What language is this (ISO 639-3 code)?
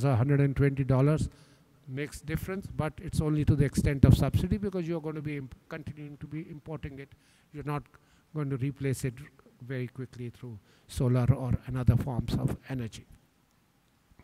eng